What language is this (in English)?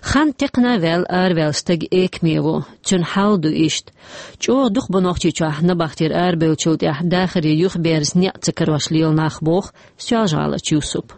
Chechen